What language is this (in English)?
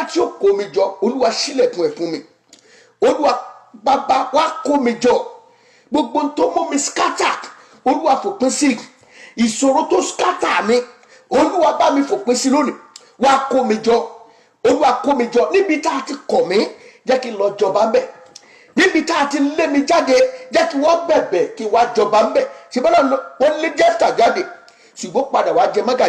Yoruba